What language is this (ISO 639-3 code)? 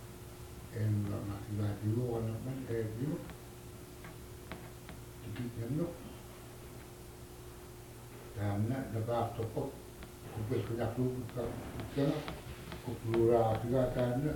ind